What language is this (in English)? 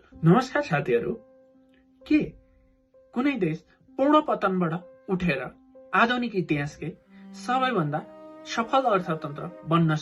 Nepali